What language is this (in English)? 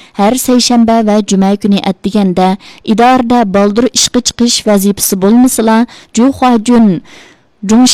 Uyghur